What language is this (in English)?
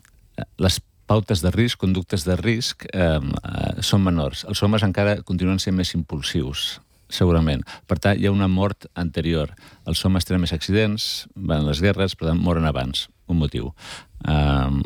Catalan